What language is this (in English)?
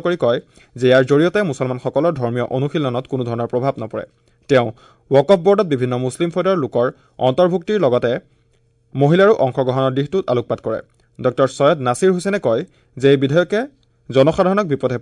Assamese